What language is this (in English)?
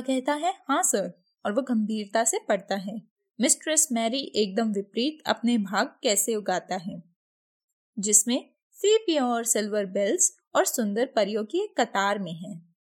Hindi